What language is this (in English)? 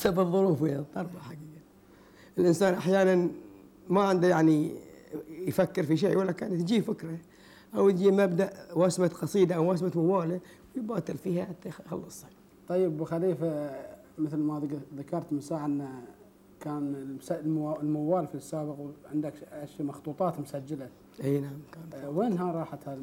Gulf Arabic